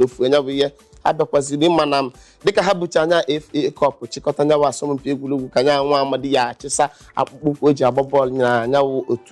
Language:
Igbo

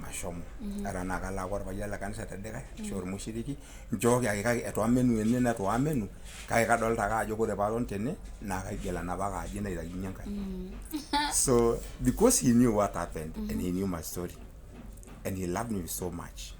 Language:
Masai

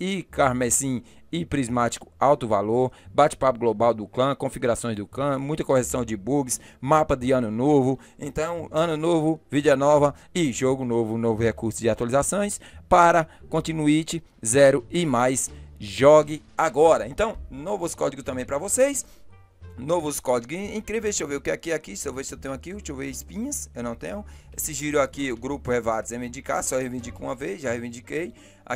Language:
Portuguese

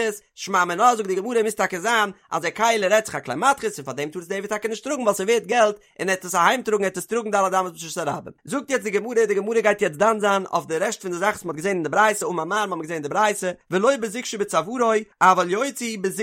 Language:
Yiddish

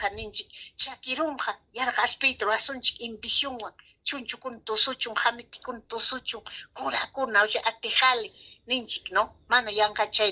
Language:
Ayacucho Quechua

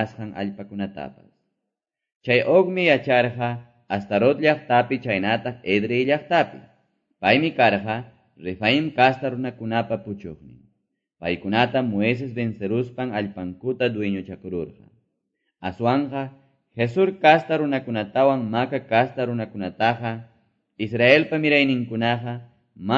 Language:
Quechua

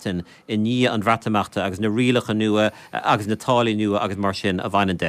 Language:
Irish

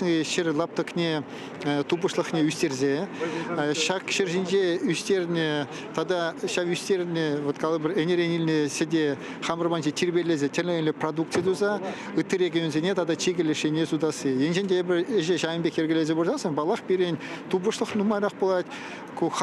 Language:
Chuvash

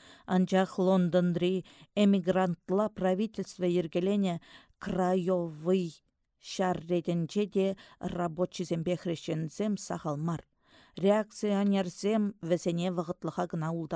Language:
Chuvash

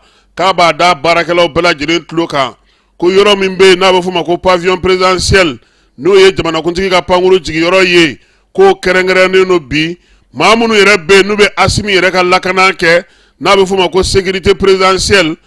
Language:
Bambara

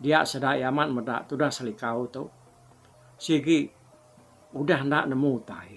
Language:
Iban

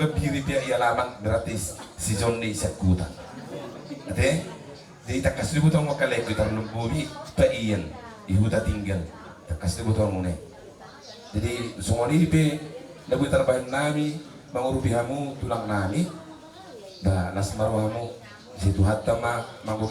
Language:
Batak Toba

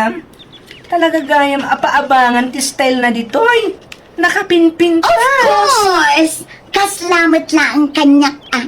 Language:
Iloko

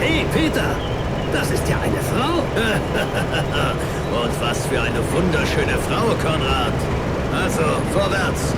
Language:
Bavarian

